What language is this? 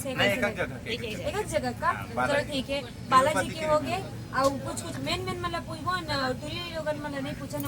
Chhattisgarhi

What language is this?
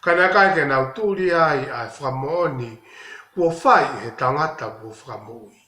Tongan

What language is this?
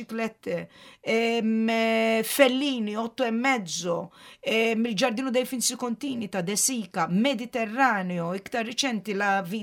Maltese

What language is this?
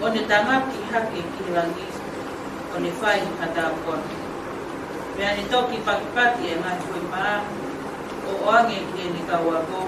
Tongan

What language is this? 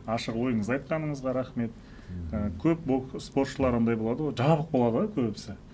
Kazakh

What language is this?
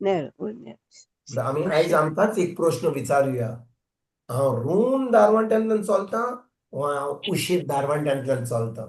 Konkani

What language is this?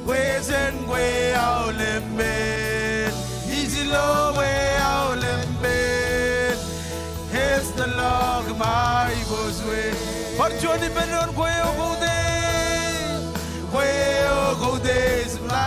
Marshallese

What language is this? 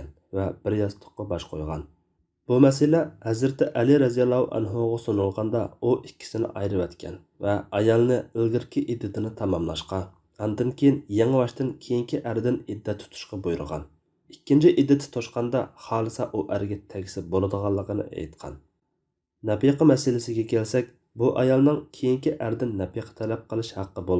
Uyghur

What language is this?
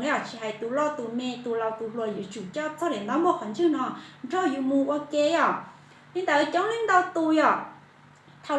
Hmong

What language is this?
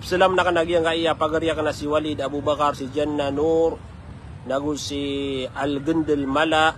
Maranao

